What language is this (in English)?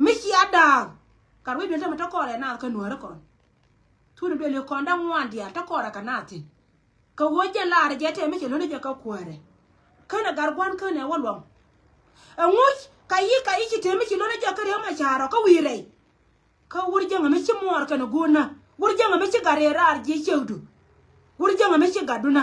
Nuer